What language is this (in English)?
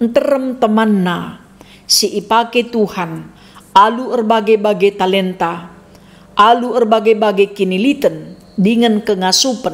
Batak Karo